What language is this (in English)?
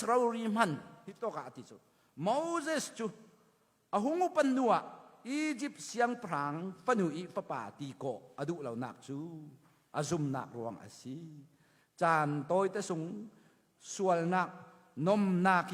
Falam Chin